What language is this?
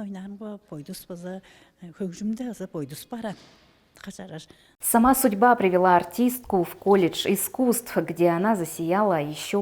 Tuvinian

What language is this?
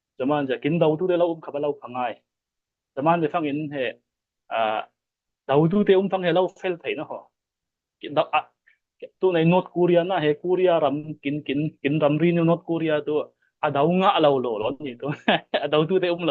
Falam Chin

